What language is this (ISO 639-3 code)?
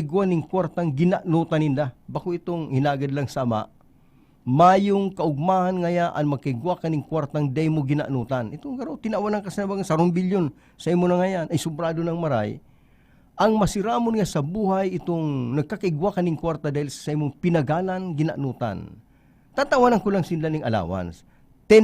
bik